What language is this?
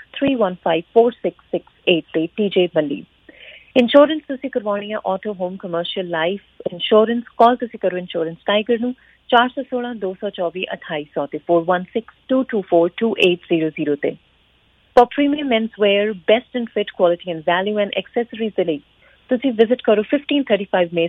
Punjabi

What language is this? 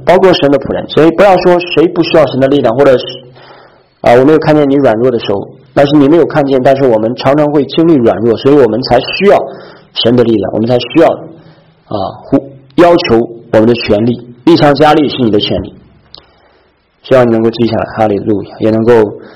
Chinese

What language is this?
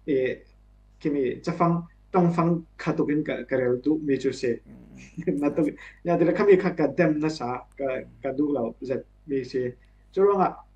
Falam Chin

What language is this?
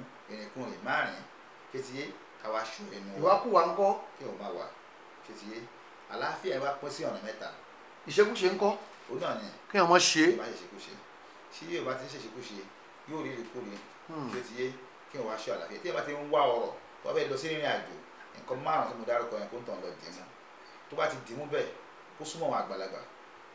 Yoruba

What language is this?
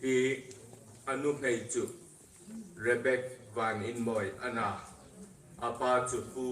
Hmar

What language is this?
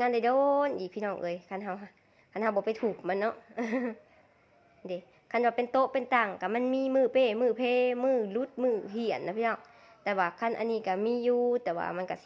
Lao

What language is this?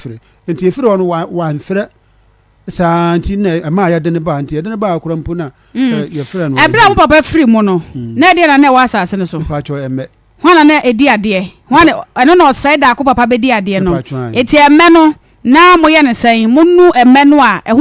Akan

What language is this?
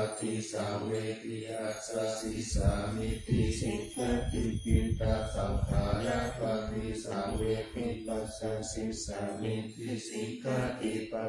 Pali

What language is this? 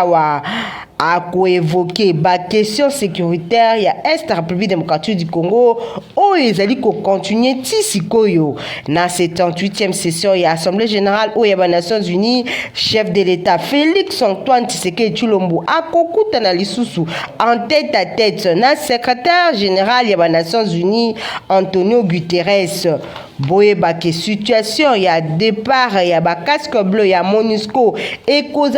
Lingala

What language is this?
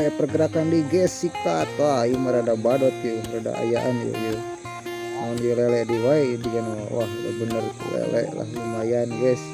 Sundanese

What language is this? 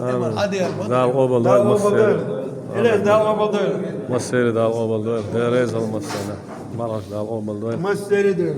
Chechen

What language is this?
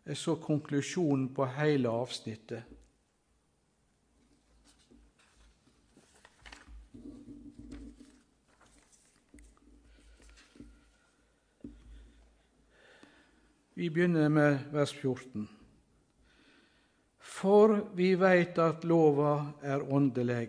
Norwegian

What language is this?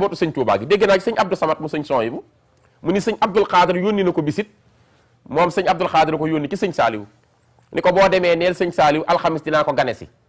Wolof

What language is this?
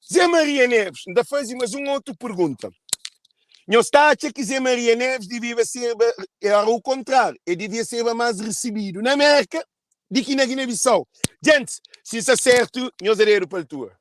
Kabuverdianu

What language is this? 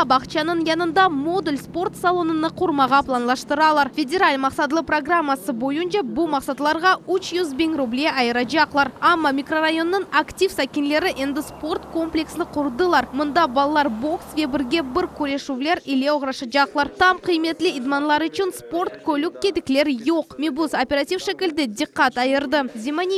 Crimean Tatar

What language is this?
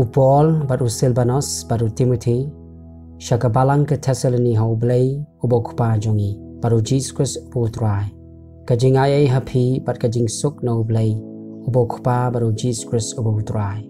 Khasi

